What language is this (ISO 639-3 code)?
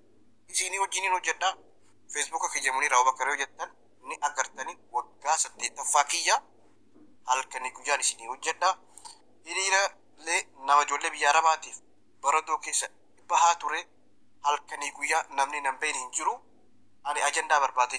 orm